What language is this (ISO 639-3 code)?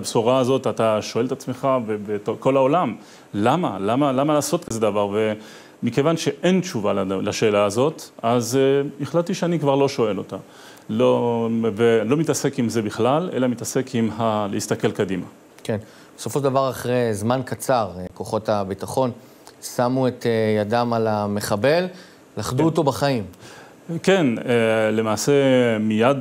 heb